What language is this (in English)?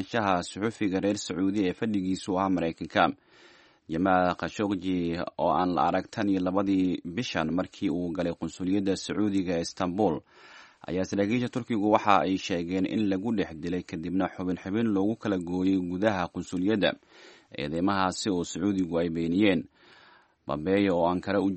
Somali